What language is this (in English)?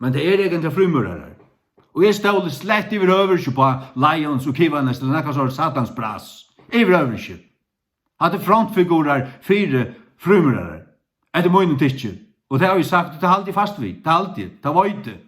Faroese